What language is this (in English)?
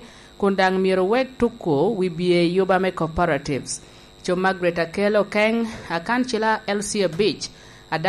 Lango (Uganda)